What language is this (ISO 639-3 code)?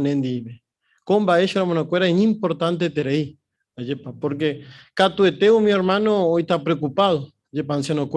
grn